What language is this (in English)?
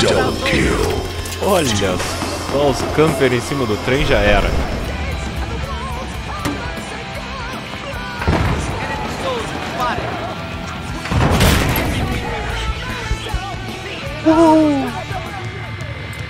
Portuguese